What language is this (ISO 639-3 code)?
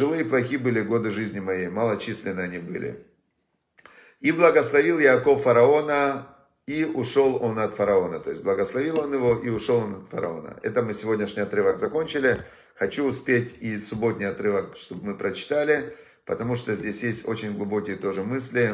rus